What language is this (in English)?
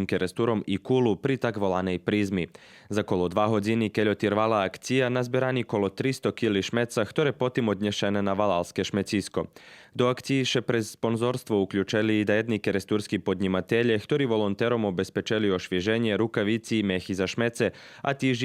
Rusyn